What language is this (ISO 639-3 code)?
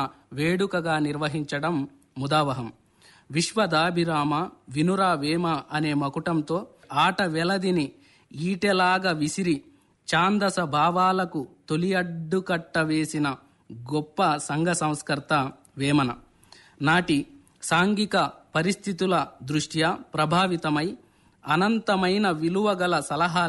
tel